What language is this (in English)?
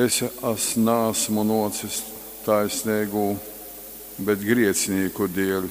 Latgalian